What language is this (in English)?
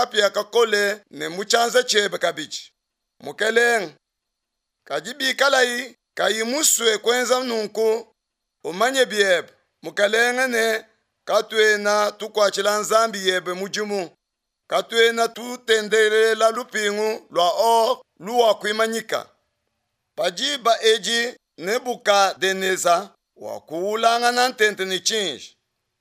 Luba-Lulua